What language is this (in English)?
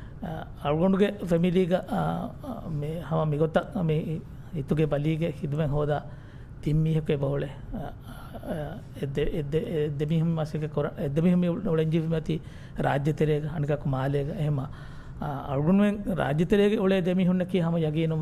Divehi